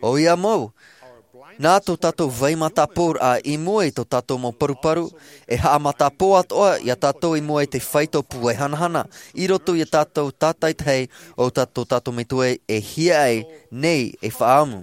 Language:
Tahitian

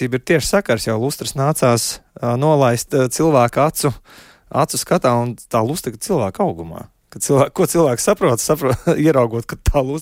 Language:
Latvian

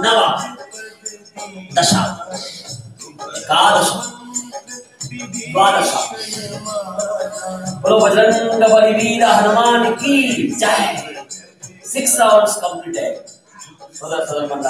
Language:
Telugu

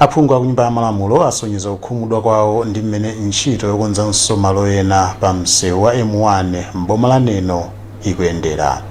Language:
Nyanja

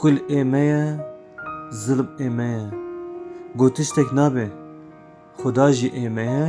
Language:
Kurdish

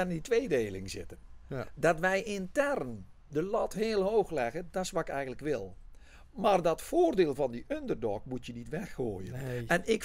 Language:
Dutch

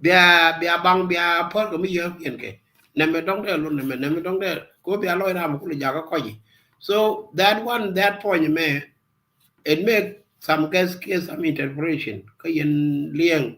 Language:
Nuer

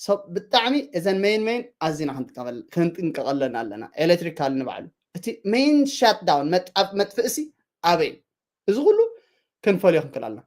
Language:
Tigrinya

